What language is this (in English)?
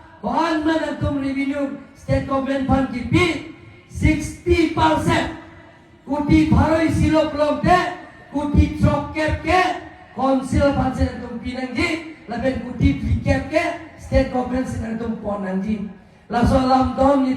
Karbi